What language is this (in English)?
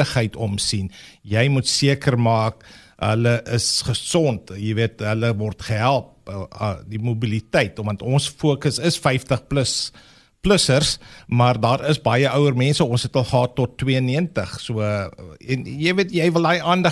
Afrikaans